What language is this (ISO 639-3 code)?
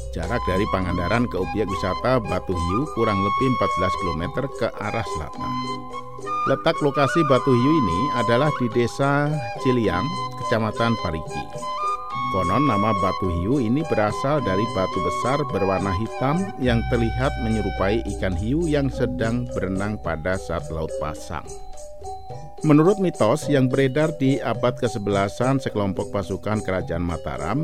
ind